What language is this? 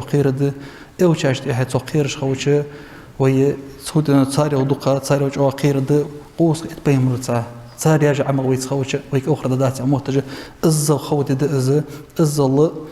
Ingush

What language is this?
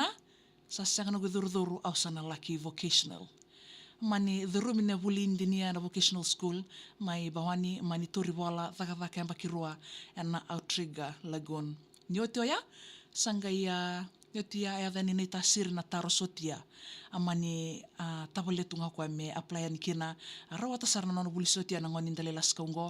Fijian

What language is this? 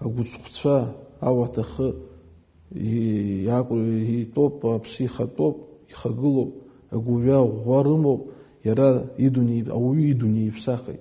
Abkhazian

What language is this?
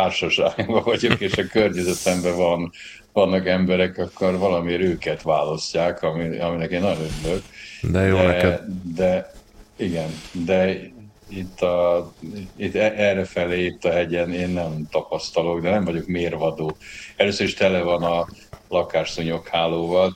Hungarian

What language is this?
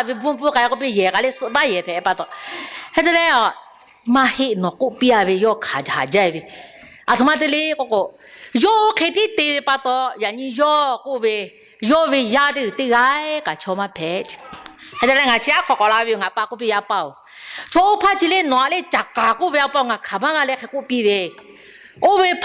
Lahu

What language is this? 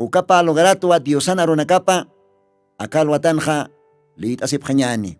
Aymara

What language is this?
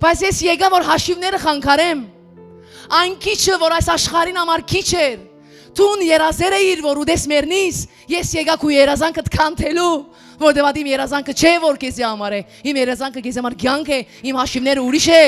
Western Armenian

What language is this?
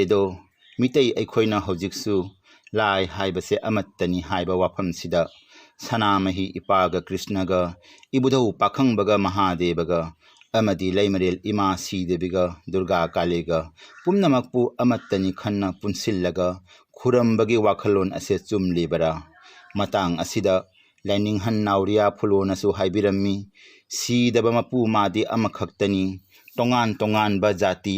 Manipuri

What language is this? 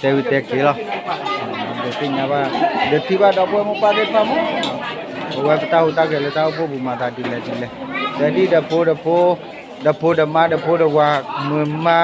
S'gaw Karen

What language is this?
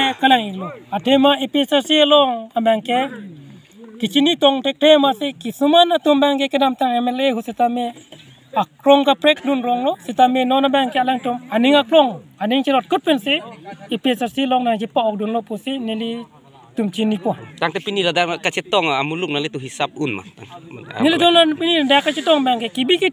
Karbi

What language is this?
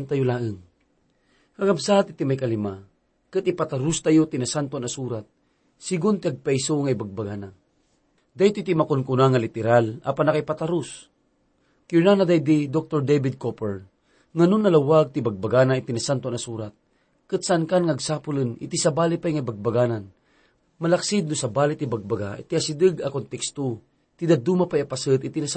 Iloko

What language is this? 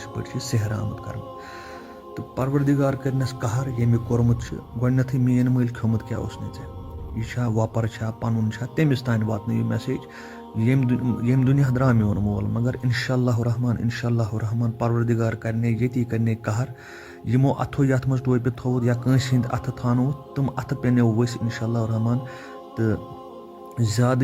Kashmiri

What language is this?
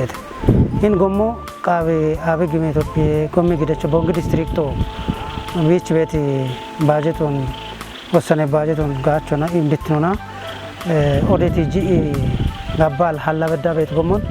Kafa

